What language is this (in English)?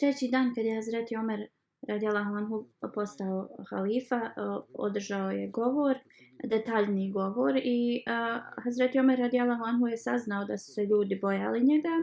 Bosnian